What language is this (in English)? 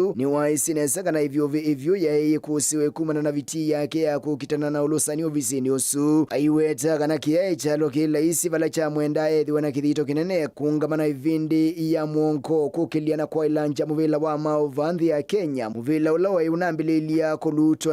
Kamba